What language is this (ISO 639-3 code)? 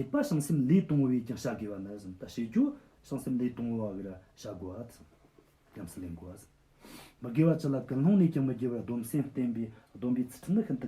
bod